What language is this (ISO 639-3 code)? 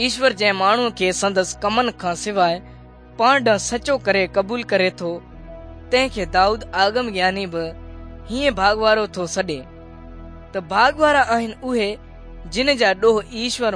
snd